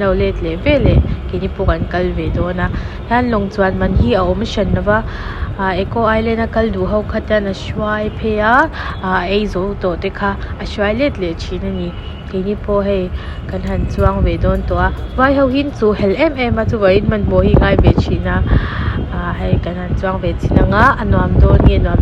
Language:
Mizo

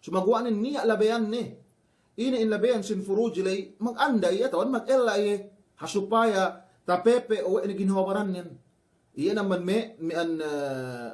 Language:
Yakan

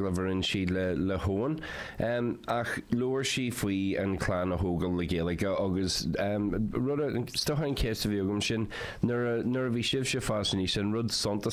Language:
Irish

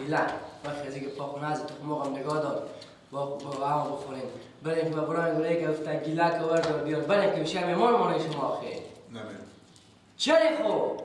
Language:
Persian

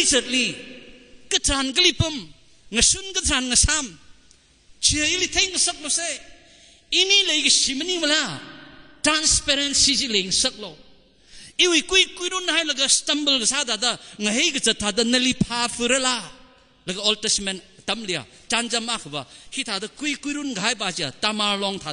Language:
Tangkhul Naga (India)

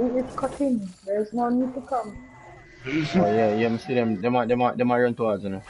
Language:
Jamaican Creole English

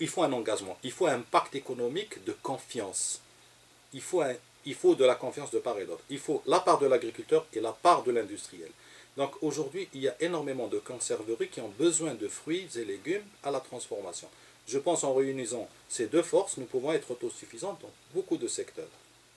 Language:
French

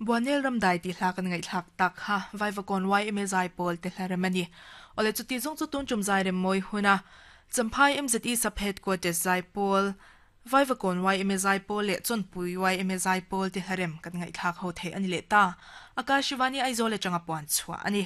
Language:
Mizo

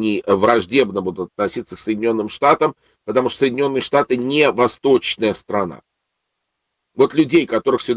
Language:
Russian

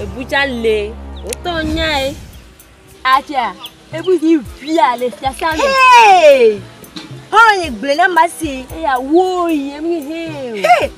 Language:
Ewe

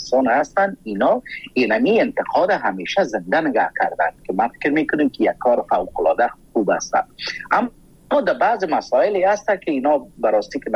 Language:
Persian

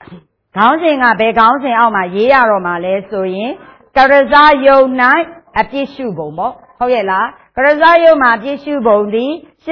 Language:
Burmese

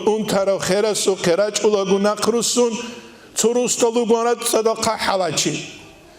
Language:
Avaric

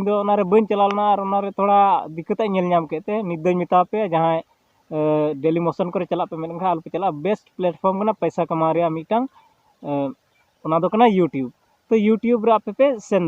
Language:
Santali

